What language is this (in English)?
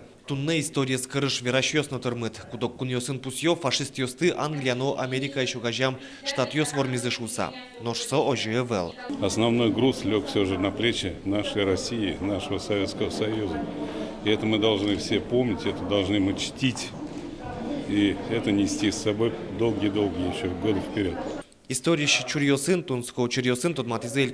Udmurt